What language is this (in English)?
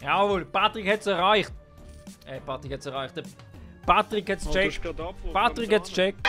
Swiss German